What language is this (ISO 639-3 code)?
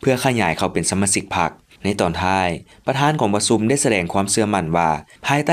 lao